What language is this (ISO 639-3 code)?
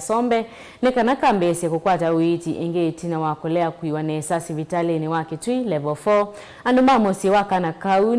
kam